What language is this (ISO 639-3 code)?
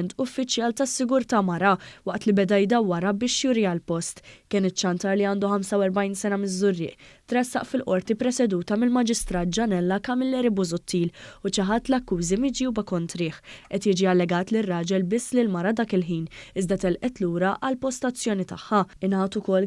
mlt